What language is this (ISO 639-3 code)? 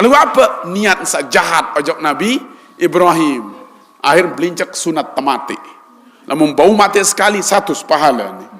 sas